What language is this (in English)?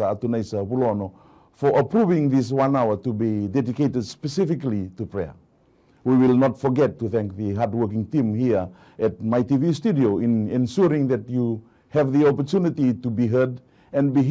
Fijian